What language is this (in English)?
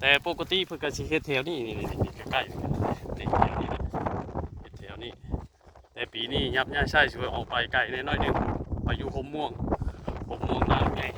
Northeastern Thai